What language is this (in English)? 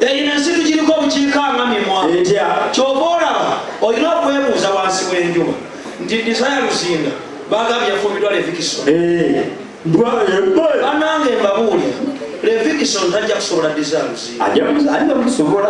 Ganda